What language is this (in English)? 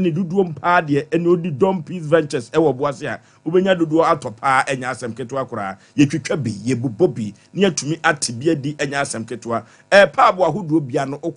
Akan